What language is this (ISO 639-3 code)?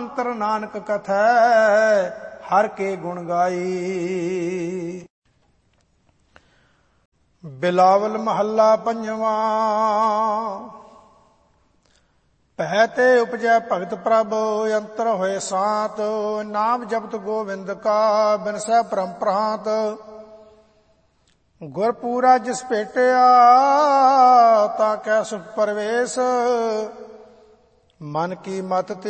pan